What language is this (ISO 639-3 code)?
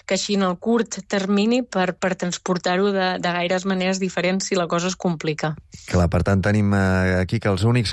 cat